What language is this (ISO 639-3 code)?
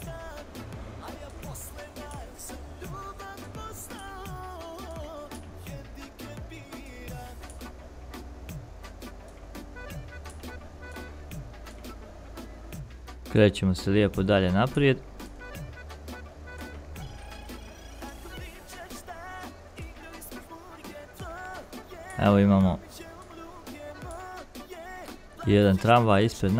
hrv